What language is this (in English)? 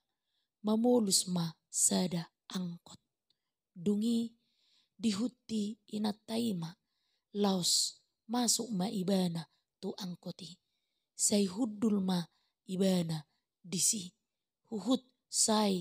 Batak Toba